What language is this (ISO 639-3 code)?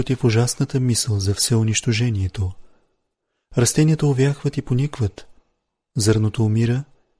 bul